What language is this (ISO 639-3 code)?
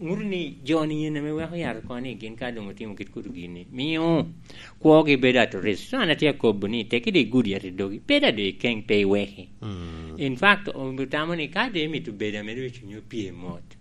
laj